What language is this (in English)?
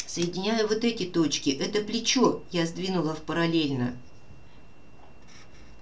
Russian